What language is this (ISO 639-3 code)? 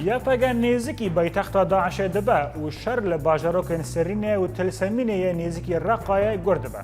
kur